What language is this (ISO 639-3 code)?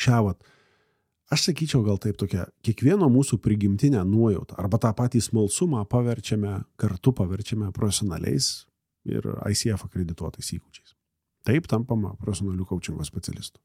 lit